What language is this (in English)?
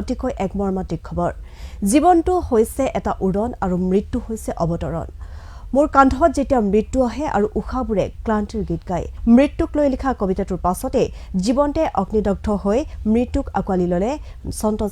Assamese